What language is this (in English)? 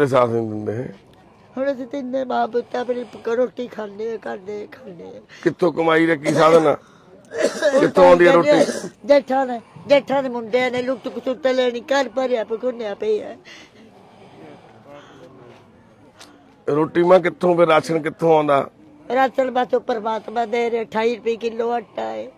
Punjabi